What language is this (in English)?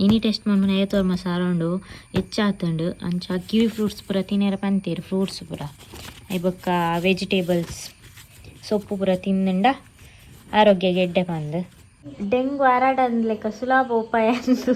Tulu